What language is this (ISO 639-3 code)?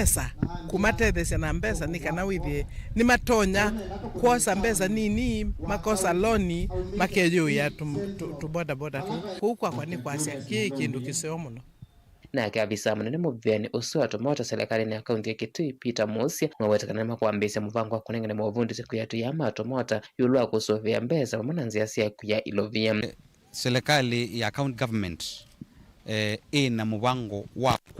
kam